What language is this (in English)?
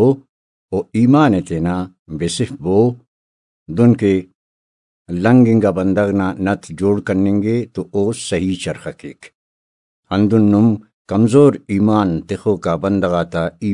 Brahui